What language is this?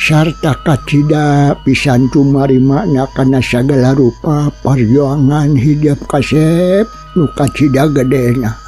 Sundanese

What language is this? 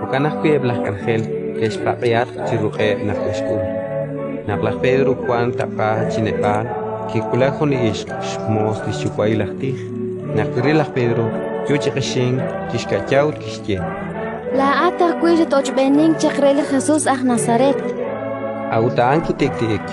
Kekchí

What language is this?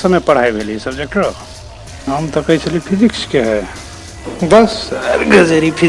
Maithili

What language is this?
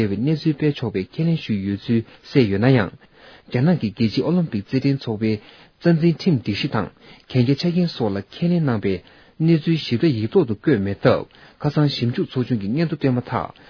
Tibetan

